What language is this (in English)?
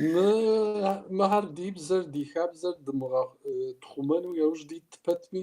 Kabardian